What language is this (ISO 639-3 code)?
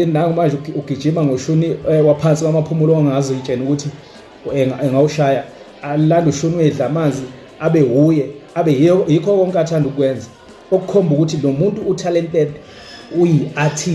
zul